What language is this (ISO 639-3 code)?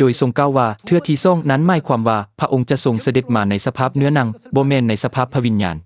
lao